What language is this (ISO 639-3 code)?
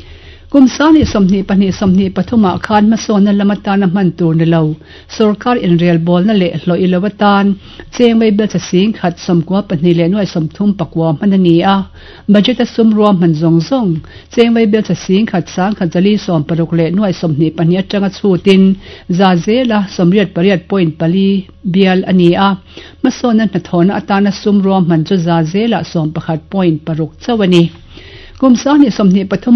lus